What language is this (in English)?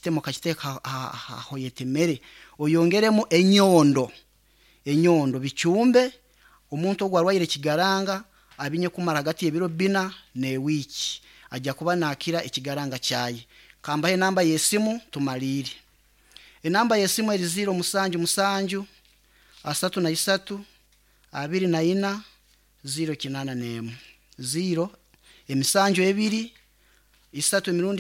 Nyankole